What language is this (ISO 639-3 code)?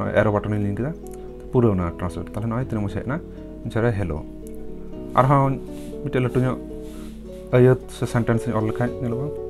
sat